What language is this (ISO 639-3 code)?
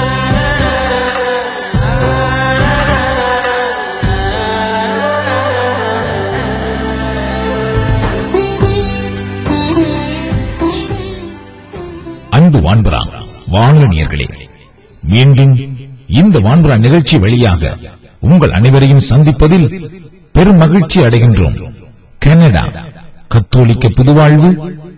tam